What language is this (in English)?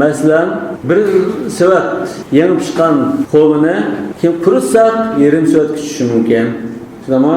Uyghur